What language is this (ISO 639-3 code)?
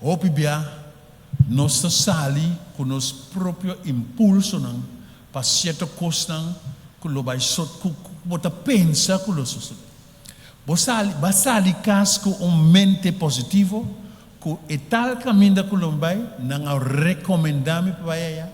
pap